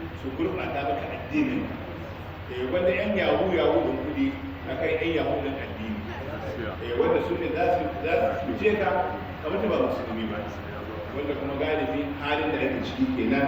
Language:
Hausa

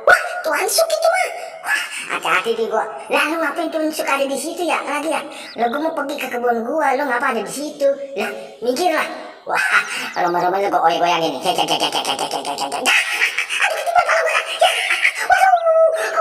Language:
Betawi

